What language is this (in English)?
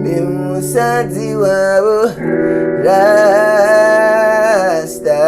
Venda